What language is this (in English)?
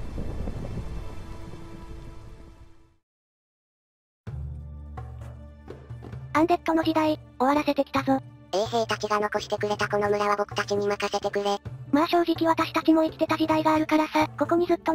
Japanese